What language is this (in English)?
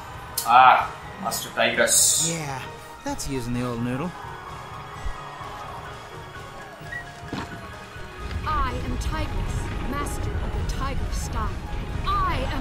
English